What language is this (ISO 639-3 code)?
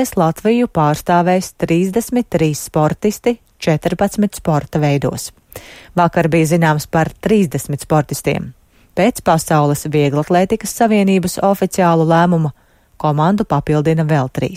lav